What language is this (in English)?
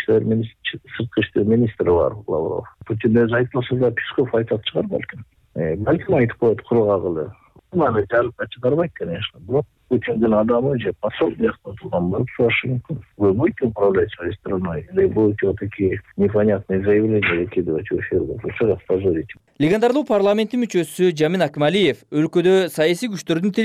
Kyrgyz